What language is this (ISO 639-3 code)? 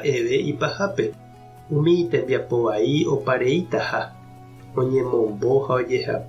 grn